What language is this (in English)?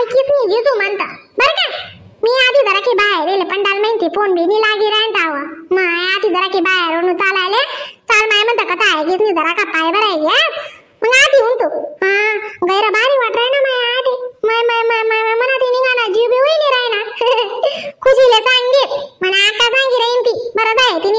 Khandesi